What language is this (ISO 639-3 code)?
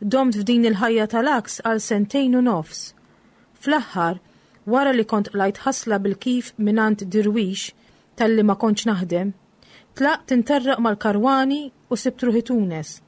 mlt